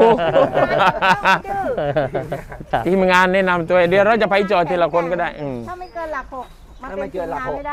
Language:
Thai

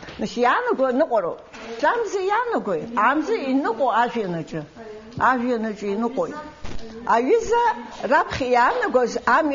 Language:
Abkhazian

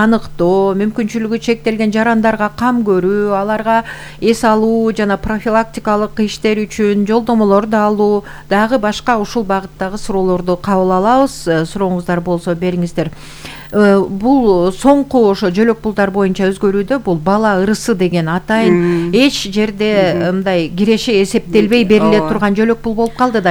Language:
Kyrgyz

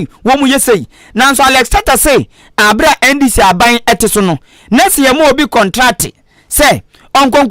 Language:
Akan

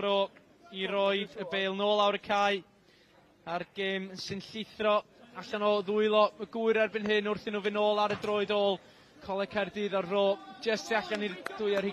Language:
Welsh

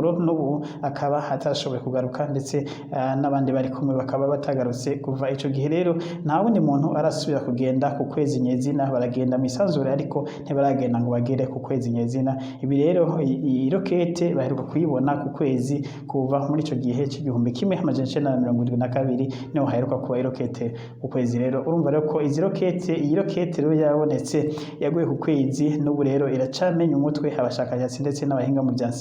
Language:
Rundi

